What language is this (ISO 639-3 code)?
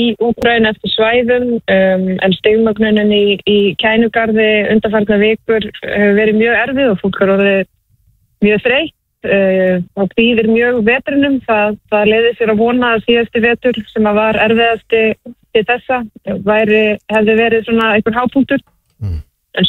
isl